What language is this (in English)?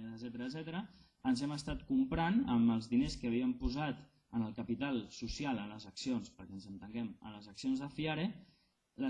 Catalan